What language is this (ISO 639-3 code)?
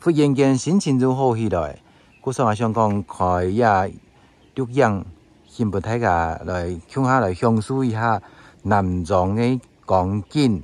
hak